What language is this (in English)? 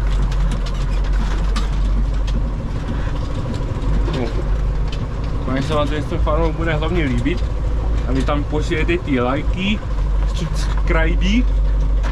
Czech